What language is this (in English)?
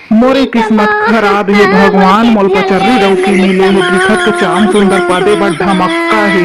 Chhattisgarhi